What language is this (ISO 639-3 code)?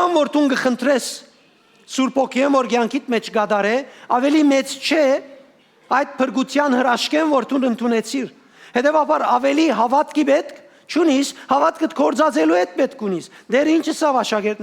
hyw